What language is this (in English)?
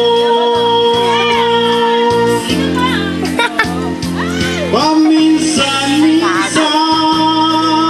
Filipino